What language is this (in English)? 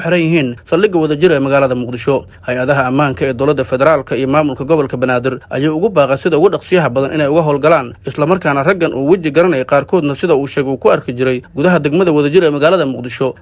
Somali